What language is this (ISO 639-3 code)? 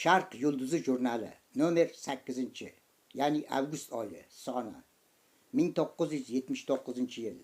uzb